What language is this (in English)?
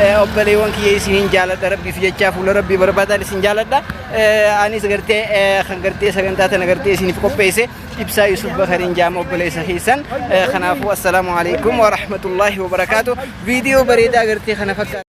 Oromo